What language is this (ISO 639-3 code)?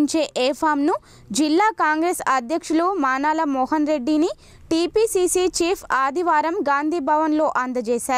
tel